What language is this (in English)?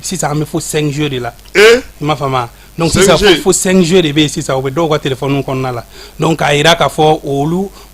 Bambara